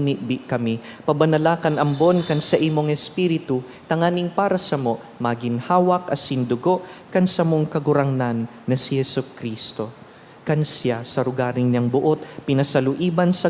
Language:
Bikol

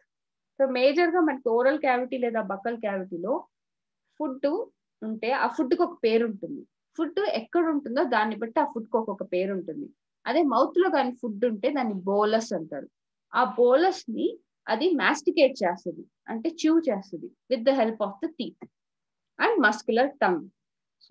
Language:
Telugu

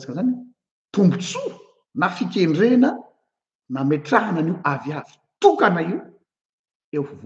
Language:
Malagasy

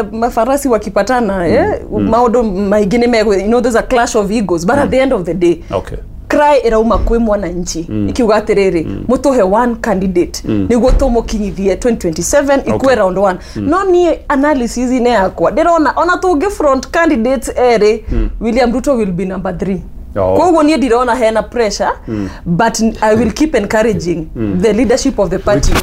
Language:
Kikuyu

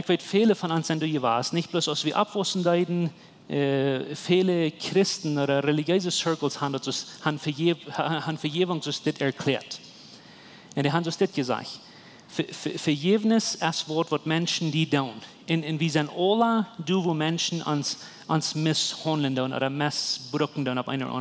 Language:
Plautdietsch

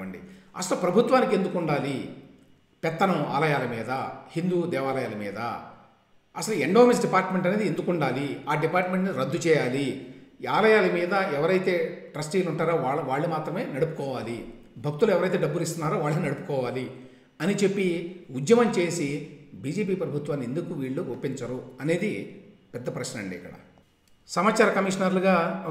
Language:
Telugu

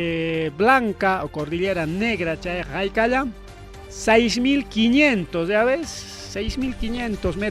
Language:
Ayacucho Quechua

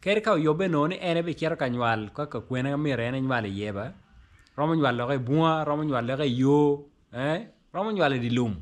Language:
Acoli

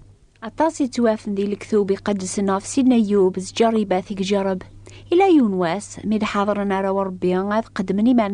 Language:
Kabyle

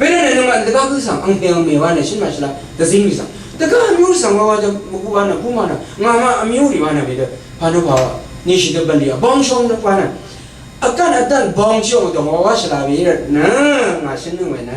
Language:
Rawang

